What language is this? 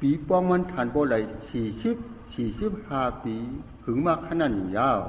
Shan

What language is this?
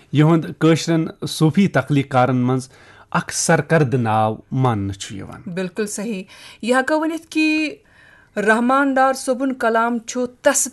Kashmiri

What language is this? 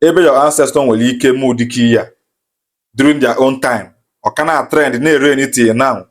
Igbo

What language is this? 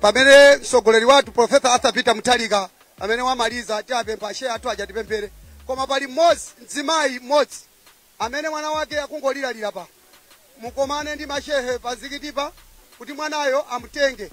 Nyanja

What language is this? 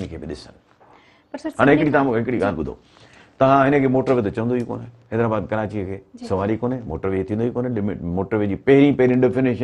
Sindhi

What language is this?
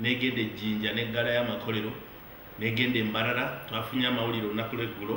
Ganda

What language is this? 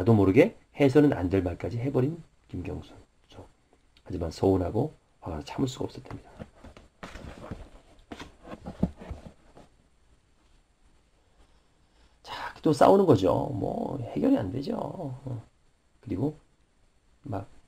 Korean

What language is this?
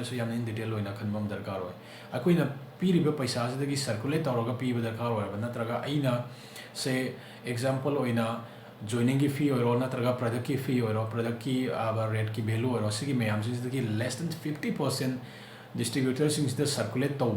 Manipuri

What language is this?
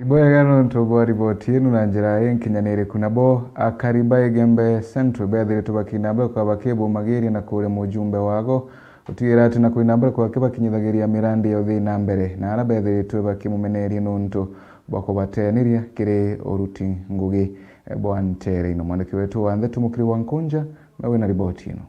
Meru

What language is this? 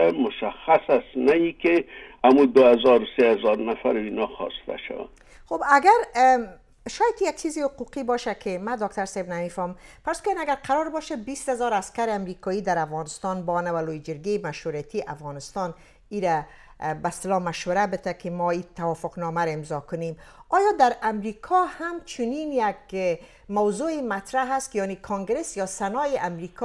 Persian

